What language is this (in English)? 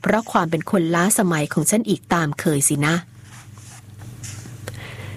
Thai